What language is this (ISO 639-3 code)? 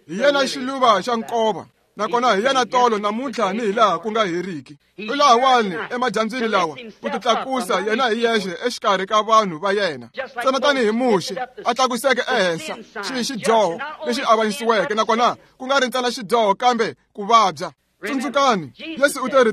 tso